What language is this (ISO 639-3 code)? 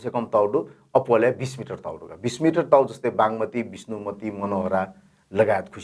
new